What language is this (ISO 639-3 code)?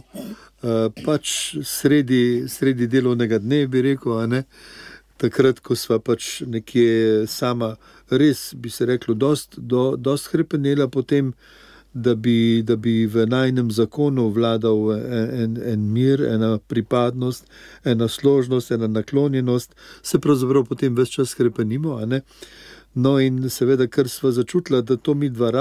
slv